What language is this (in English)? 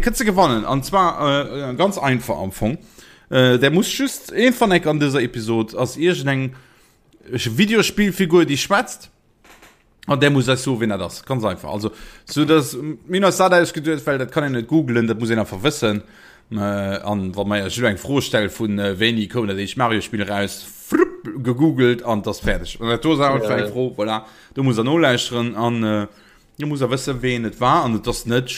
Luxembourgish